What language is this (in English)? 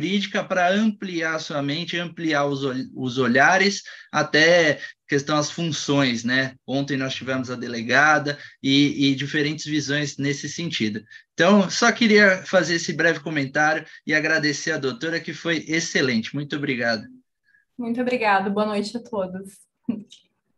Portuguese